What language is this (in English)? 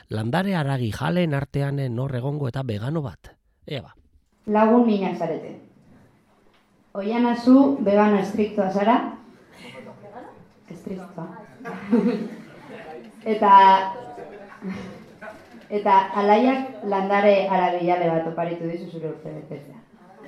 Basque